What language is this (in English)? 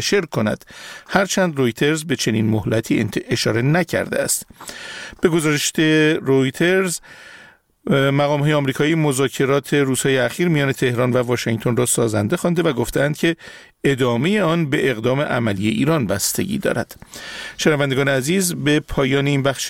Persian